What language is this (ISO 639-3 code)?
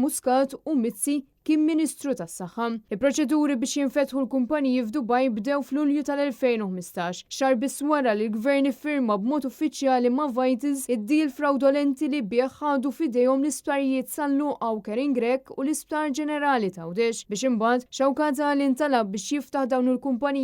mlt